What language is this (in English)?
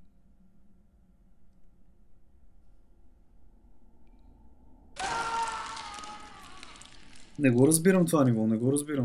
Bulgarian